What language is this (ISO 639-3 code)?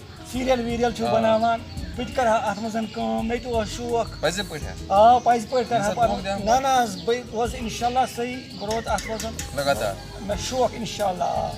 kas